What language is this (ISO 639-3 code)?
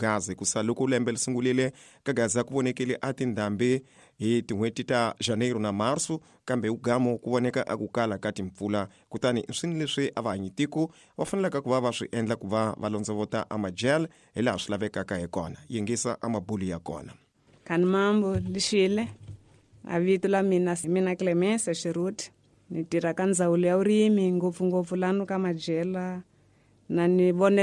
tso